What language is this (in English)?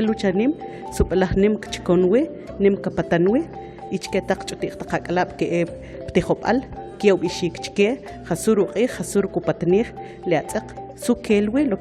Kʼicheʼ